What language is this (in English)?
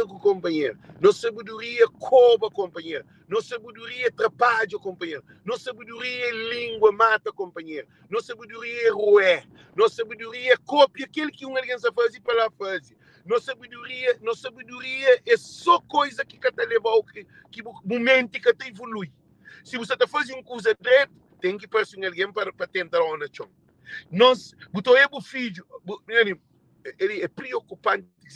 Kabuverdianu